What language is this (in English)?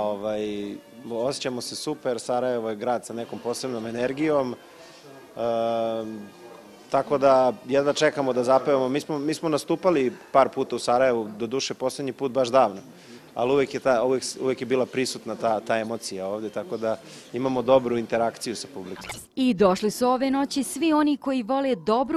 Bosnian